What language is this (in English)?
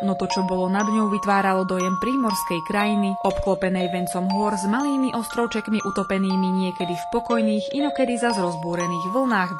Slovak